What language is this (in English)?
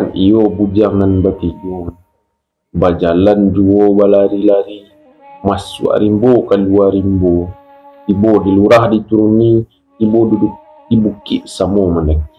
Minangkabau